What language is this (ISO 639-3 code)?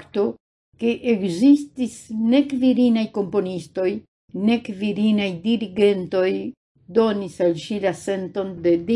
epo